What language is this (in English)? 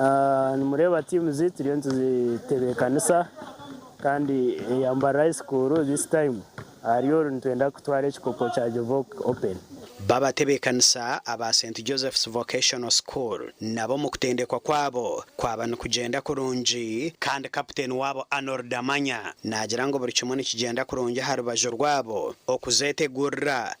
Nyankole